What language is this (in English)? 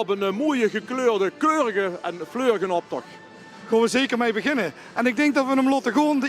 Limburgish